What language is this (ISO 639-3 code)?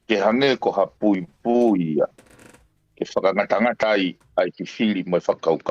ton